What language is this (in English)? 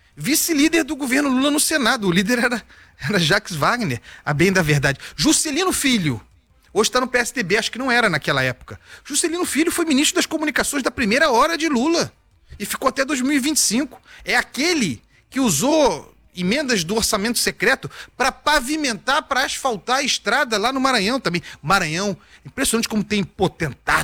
Portuguese